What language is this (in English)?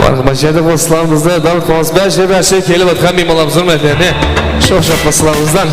Kara-Kalpak